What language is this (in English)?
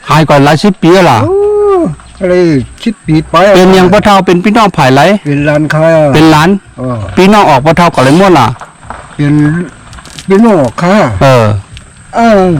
Shan